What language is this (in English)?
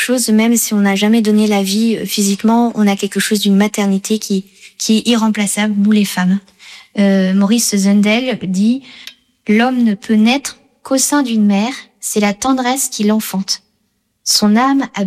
French